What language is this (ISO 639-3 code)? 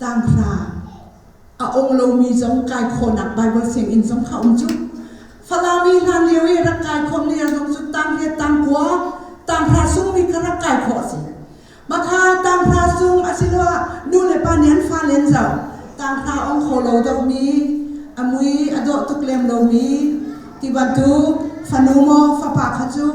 cnh